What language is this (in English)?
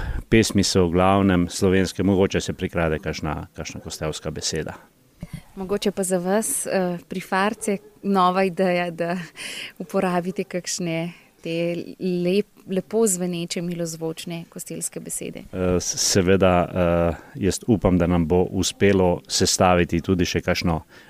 Slovenian